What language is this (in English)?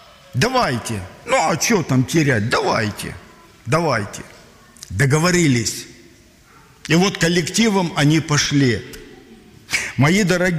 Russian